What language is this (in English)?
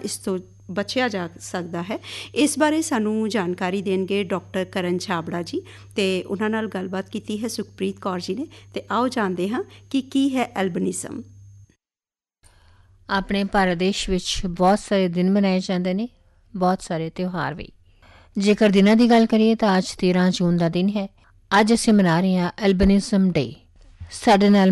Punjabi